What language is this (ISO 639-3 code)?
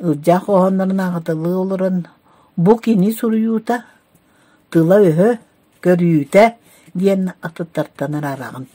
sah